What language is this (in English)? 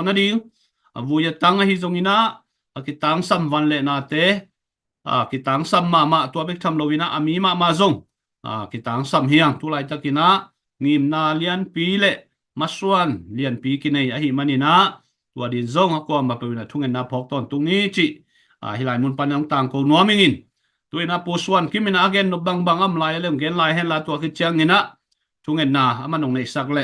Tedim Chin